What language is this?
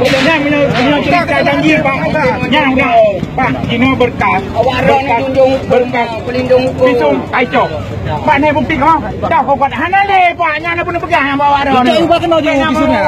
Achinese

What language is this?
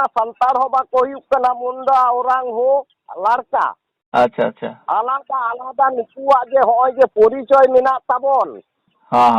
Santali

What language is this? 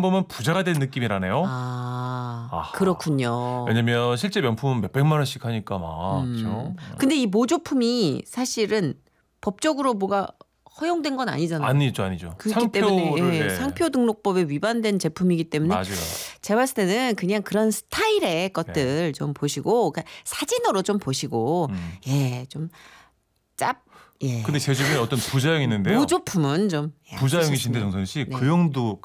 Korean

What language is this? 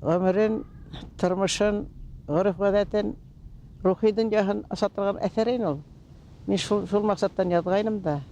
Bashkir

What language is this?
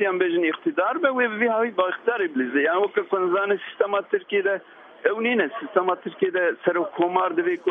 Kurdish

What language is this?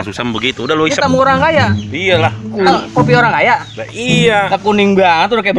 Betawi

